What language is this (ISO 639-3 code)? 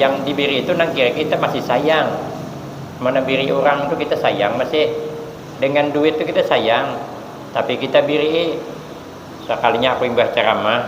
bjn